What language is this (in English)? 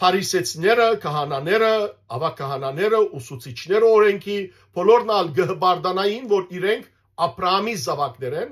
Western Armenian